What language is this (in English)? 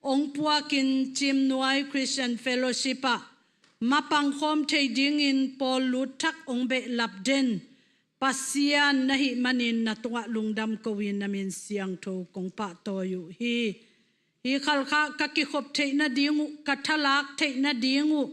Tedim Chin